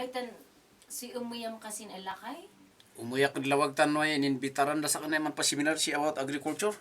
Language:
Kankanaey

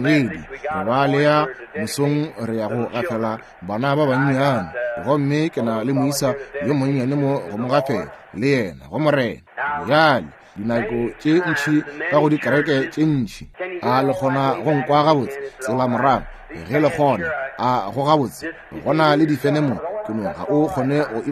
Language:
Northern Sotho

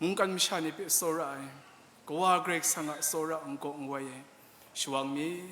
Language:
Kachin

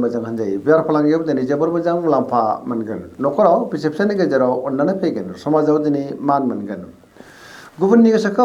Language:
Bodo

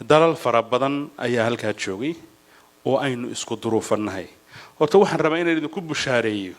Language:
Somali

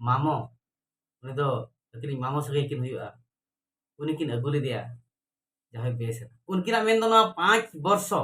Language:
Santali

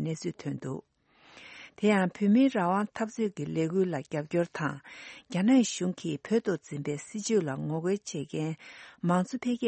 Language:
Tibetan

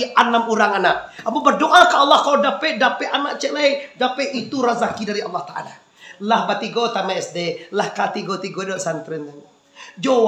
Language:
Minangkabau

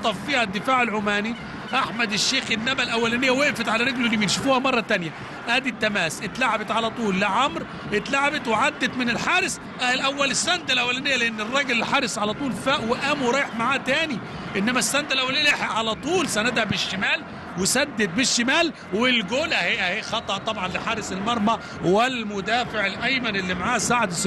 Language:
Egyptian Arabic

